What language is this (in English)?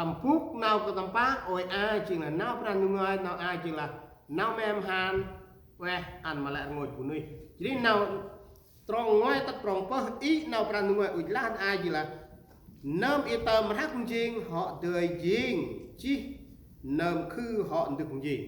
Central Mnong